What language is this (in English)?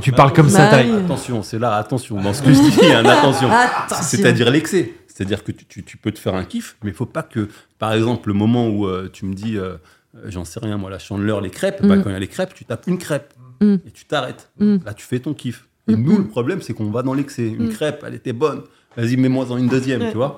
French